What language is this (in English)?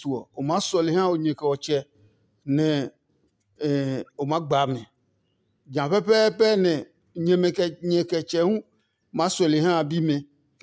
Adangme